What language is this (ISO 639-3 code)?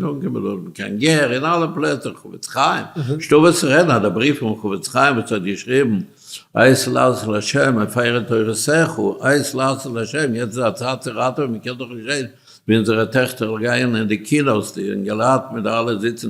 yid